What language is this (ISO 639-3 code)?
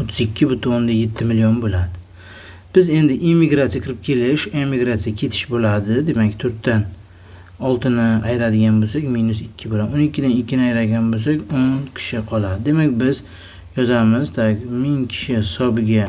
uzb